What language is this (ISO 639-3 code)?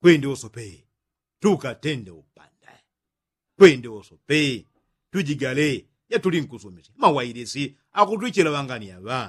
yao